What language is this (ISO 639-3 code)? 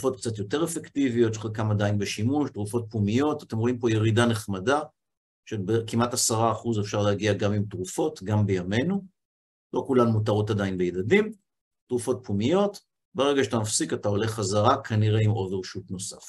heb